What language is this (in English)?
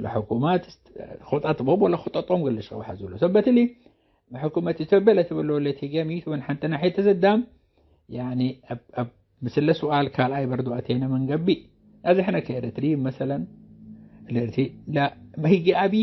Tigre